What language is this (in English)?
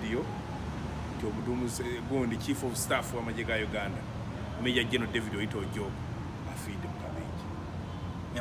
Ganda